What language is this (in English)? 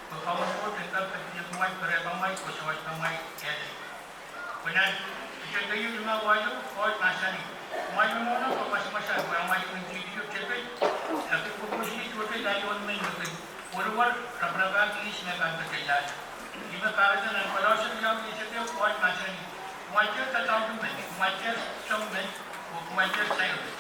Pohnpeian